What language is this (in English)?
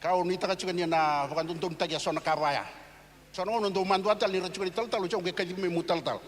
Fijian